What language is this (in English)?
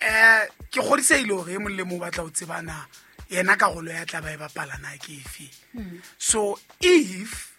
Southern Sotho